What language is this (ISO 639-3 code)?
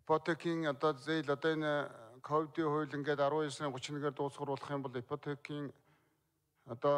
mon